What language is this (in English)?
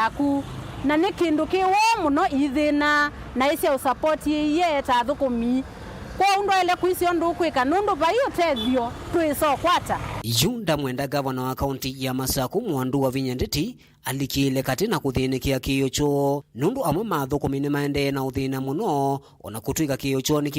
Kamba